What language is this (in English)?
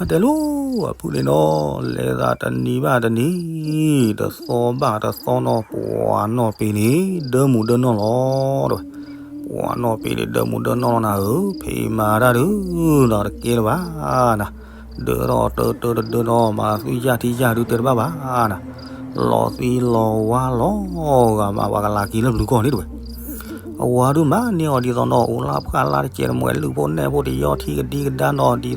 S'gaw Karen